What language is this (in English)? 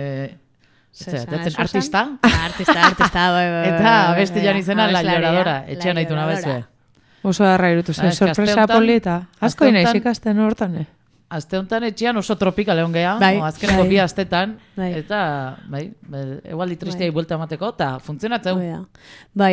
Basque